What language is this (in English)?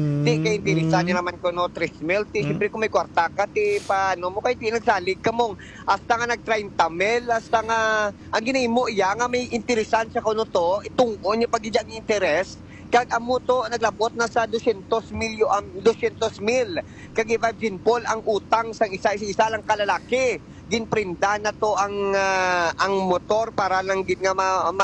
Hiligaynon